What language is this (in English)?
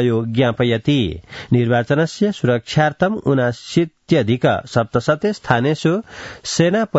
Sanskrit